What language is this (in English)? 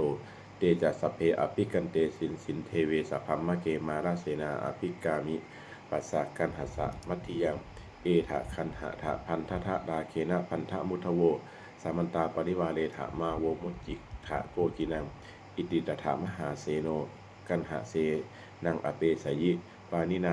Pali